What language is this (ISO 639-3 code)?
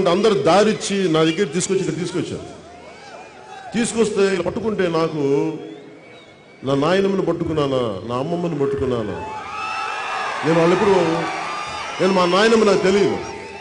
tel